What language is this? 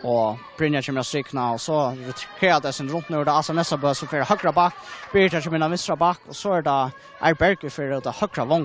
Faroese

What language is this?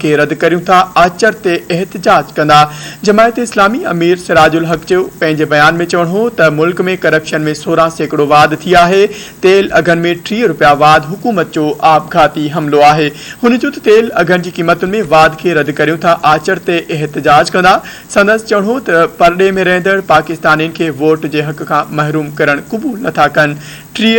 Sindhi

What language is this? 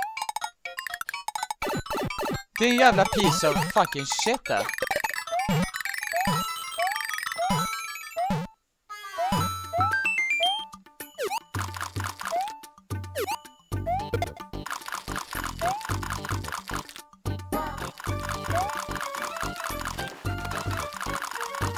Swedish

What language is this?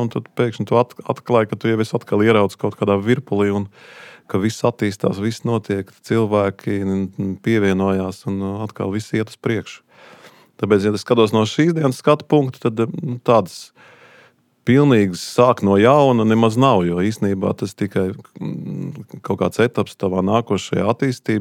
Latvian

